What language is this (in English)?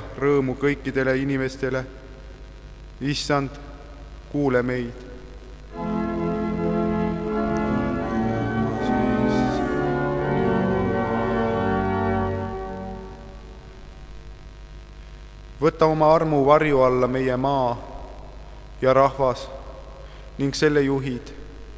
Estonian